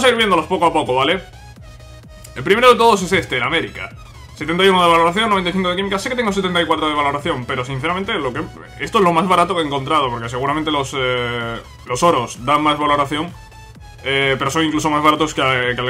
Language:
Spanish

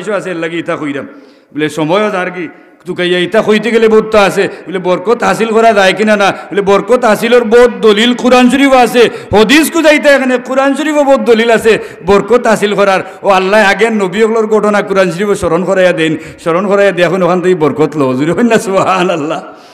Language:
Sylheti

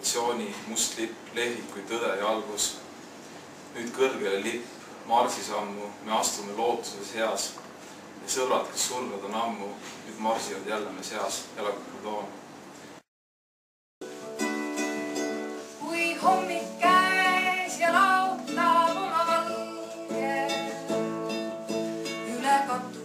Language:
Estonian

